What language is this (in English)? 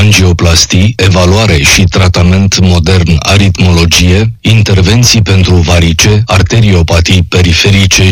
Romanian